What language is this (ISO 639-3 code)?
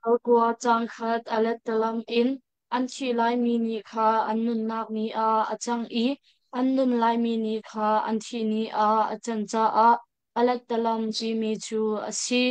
cnh